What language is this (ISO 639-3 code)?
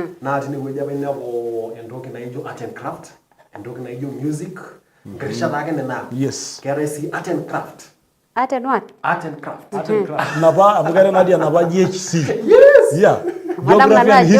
mas